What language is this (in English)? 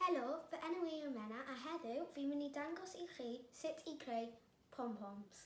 Welsh